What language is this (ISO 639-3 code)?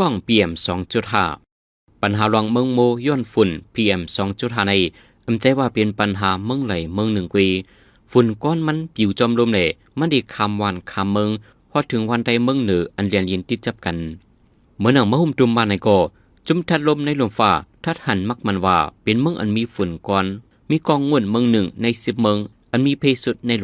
shn